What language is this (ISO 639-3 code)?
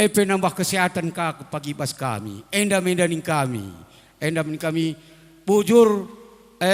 btx